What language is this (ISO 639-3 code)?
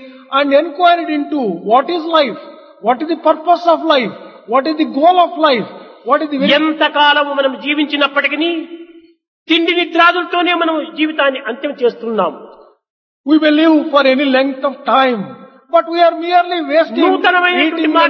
tel